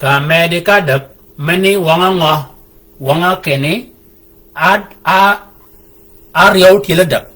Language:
Shilluk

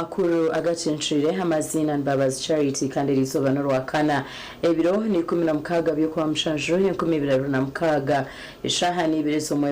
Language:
Nyankole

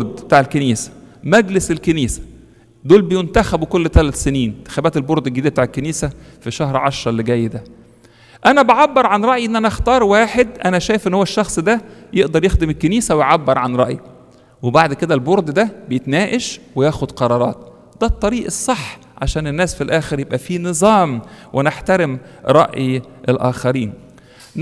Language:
Egyptian Arabic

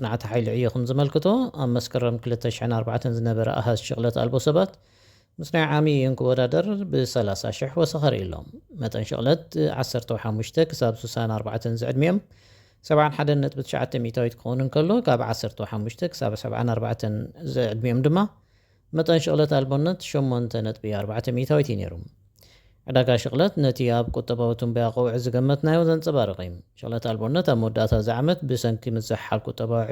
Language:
Tigrinya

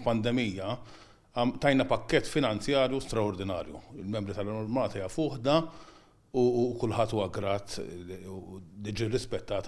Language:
Maltese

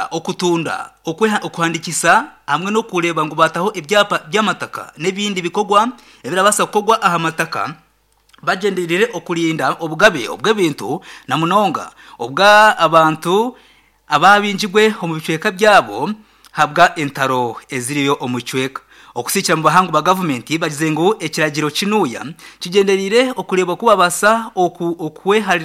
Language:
Nyankole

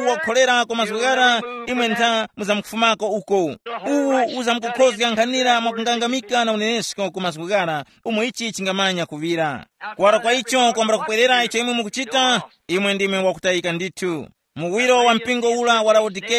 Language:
Tumbuka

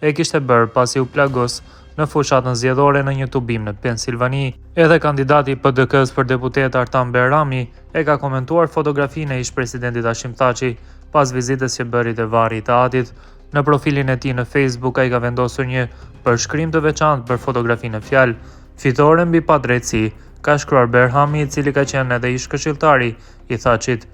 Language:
Albanian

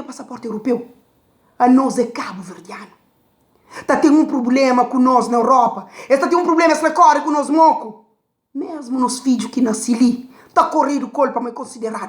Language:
Kabuverdianu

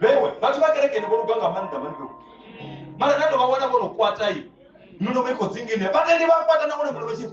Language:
Venda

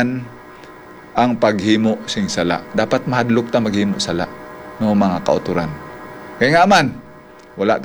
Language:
Hiligaynon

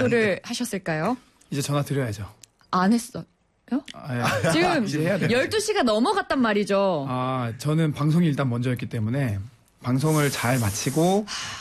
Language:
Korean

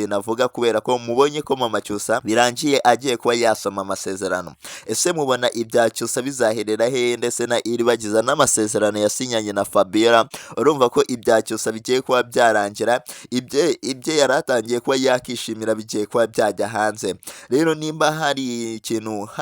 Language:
Kinyarwanda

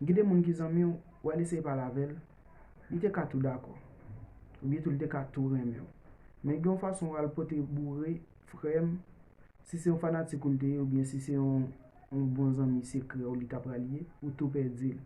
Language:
Haitian Creole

